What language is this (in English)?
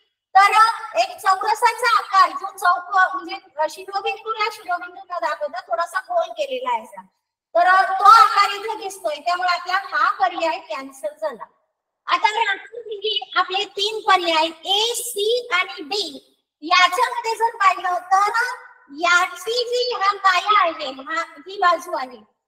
Marathi